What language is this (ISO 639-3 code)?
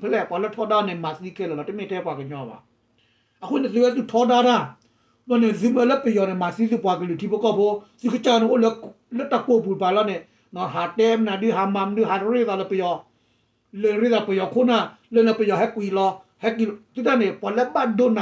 ksw